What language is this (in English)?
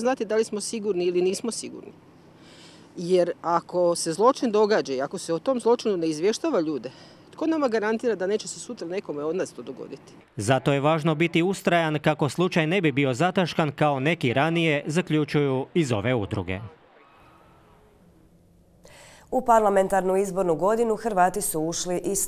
Croatian